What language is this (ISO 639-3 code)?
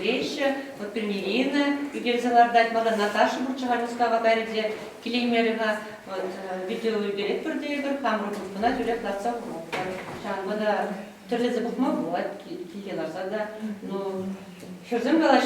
chv